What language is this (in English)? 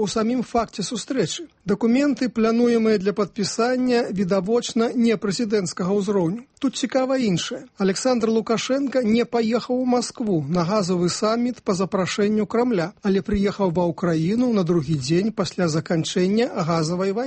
Belarusian